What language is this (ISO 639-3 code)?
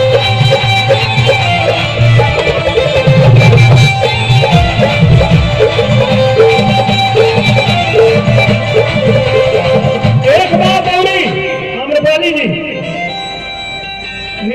bho